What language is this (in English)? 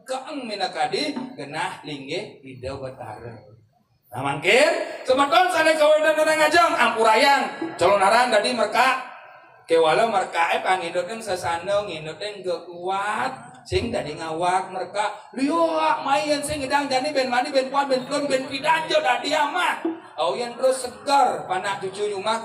Balinese